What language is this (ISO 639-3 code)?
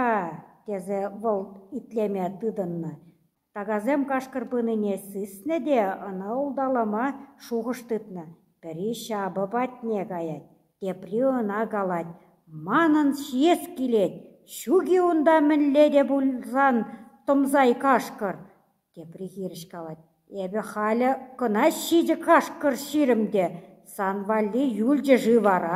chv